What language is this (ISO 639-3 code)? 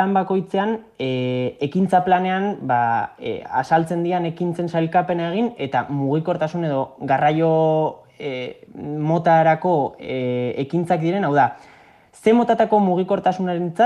eus